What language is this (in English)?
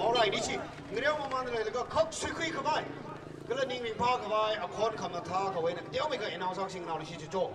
Tangkhul Naga (India)